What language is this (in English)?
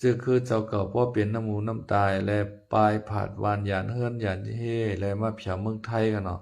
Lao